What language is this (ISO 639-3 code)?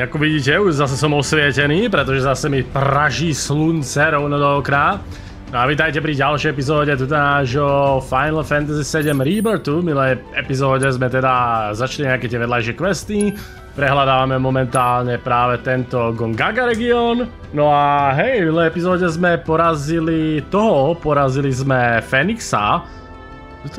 slk